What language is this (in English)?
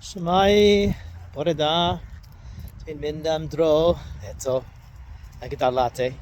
Welsh